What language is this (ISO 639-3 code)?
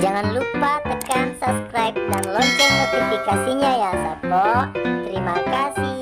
bug